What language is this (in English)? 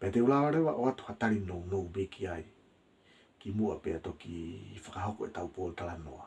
Tongan